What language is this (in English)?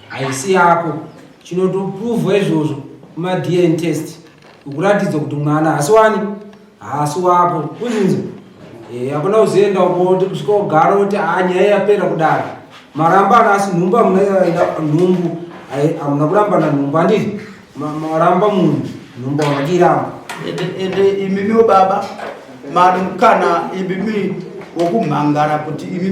Shona